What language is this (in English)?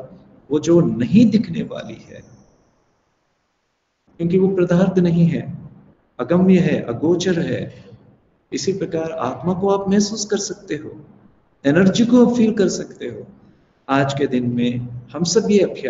Hindi